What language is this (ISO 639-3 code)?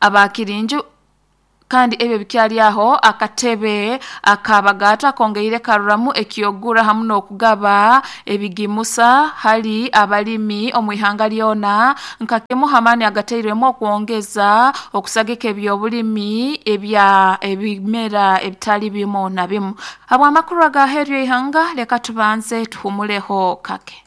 nyo